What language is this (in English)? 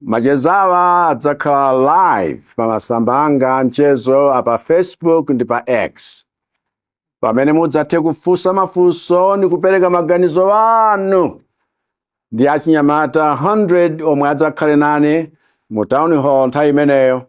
Nyanja